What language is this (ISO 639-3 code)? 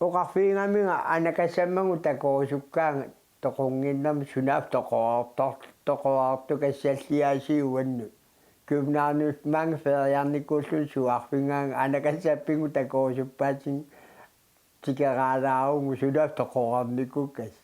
kal